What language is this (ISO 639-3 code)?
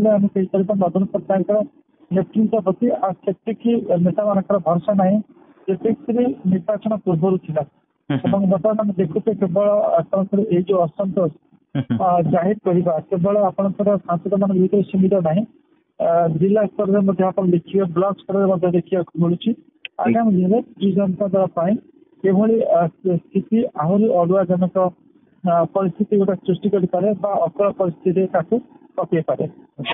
ori